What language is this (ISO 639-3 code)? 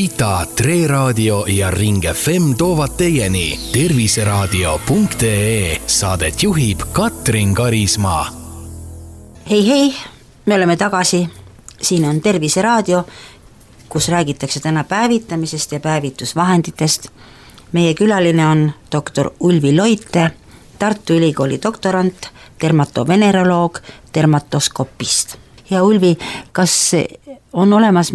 est